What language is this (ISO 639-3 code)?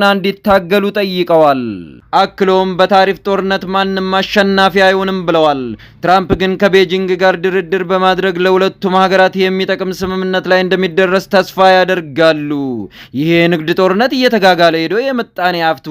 amh